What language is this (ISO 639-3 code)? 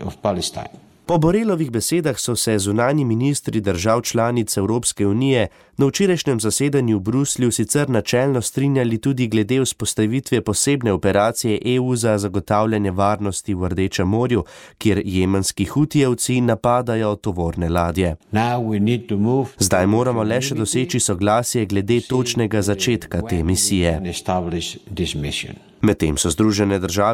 slv